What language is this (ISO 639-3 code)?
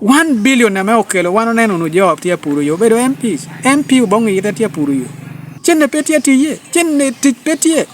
laj